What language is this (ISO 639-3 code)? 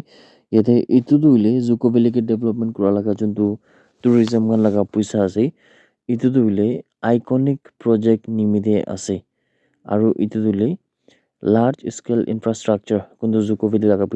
nag